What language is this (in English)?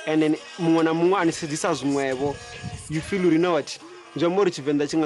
Venda